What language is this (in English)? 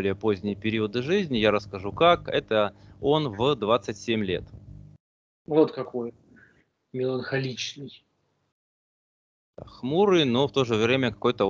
Russian